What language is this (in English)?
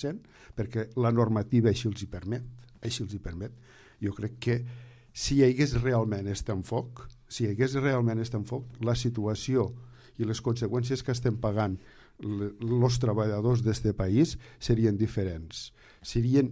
Catalan